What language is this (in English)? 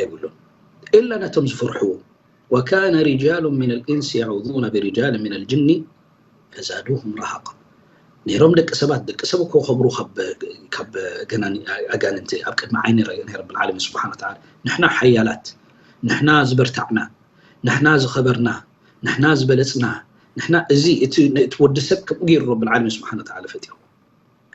Tigrinya